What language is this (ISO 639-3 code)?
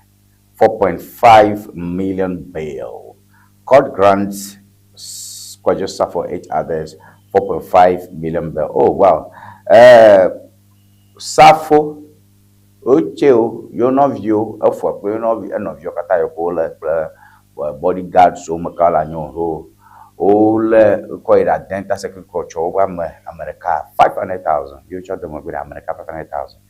ewe